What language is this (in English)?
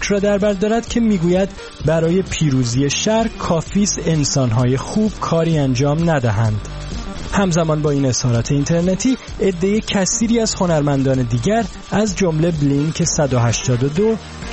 Persian